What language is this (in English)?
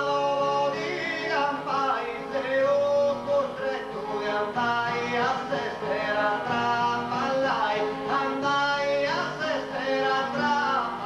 Sardinian